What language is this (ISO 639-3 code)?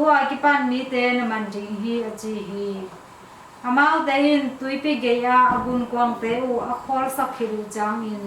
ctd